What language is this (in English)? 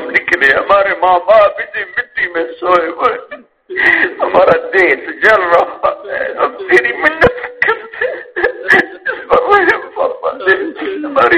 Urdu